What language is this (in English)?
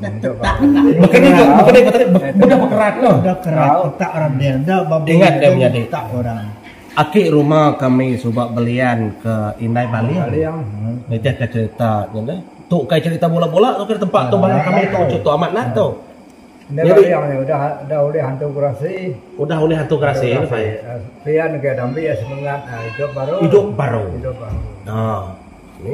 Iban